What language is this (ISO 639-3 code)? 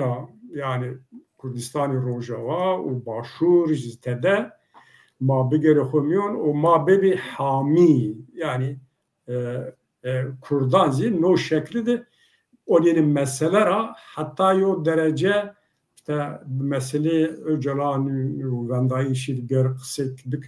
zza